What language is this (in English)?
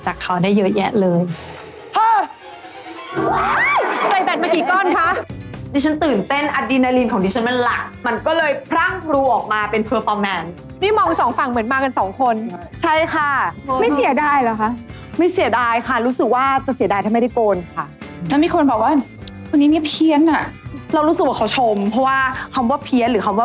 Thai